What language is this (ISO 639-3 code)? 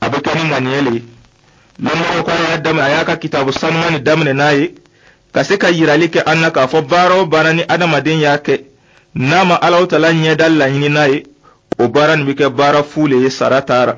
dyu